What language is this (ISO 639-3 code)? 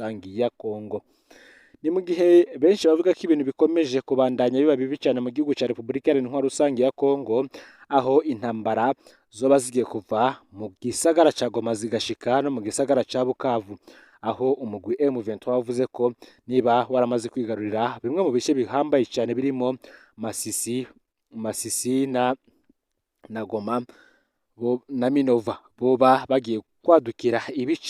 run